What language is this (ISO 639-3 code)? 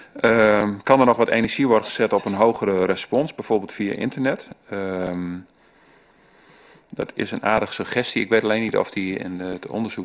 nld